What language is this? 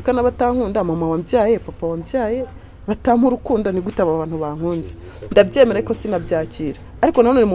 Kinyarwanda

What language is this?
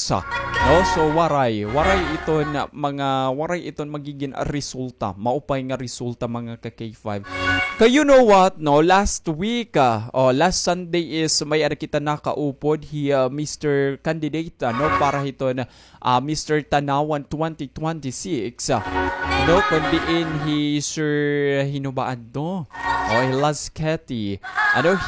Waray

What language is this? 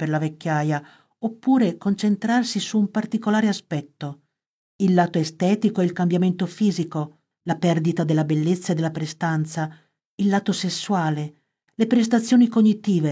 Italian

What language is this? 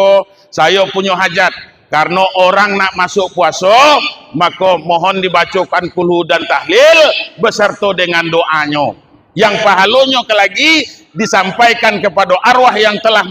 Minangkabau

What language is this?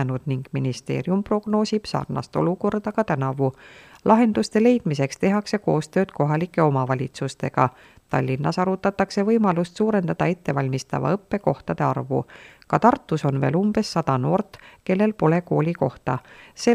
Estonian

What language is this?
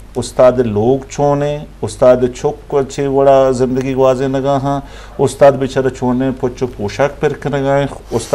Eastern Balochi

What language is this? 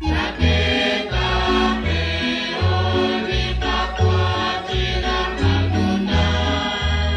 Kekchí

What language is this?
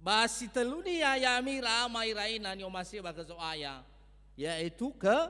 Nias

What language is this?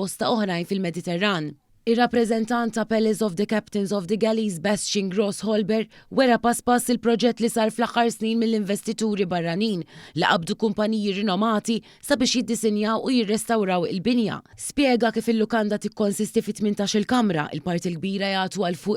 Maltese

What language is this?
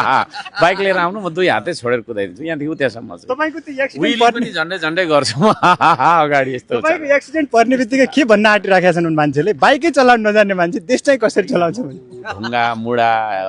Nepali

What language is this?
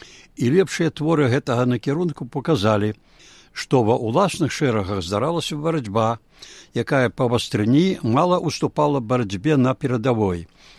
Belarusian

